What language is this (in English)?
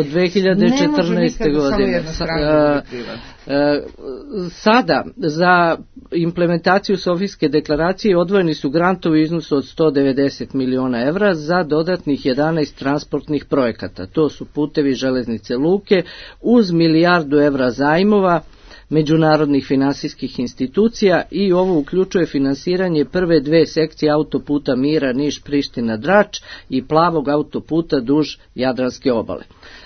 Serbian